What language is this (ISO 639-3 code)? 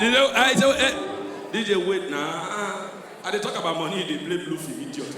pcm